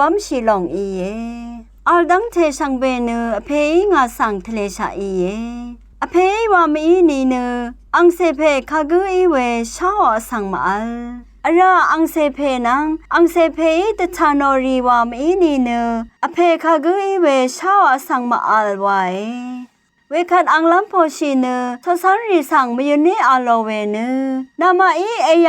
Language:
Rawang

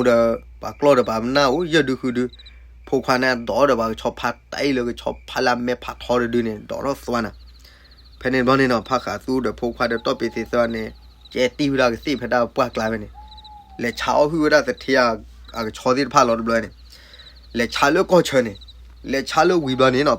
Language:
S'gaw Karen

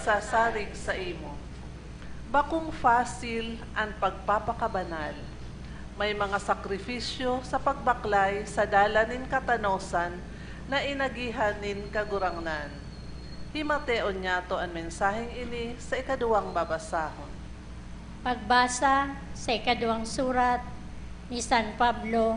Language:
Bikol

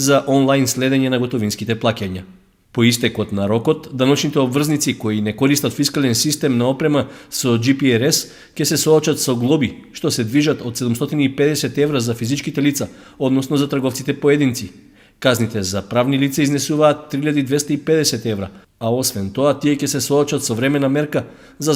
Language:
Macedonian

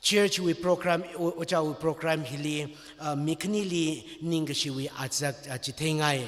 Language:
Tangkhul Naga (India)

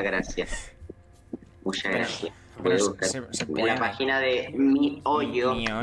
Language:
Spanish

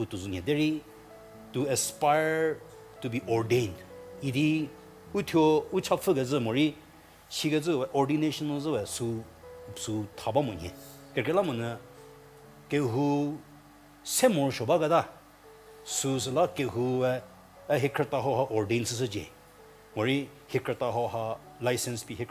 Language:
Angami Naga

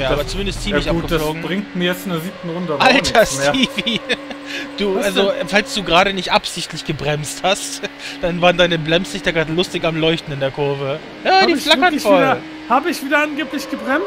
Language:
German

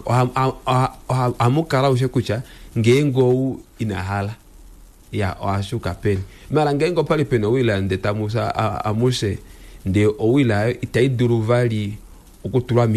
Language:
Kuanyama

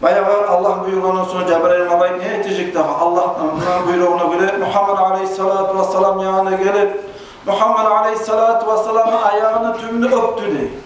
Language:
Kumyk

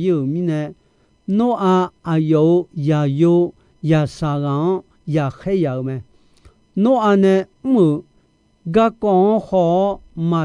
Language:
Akha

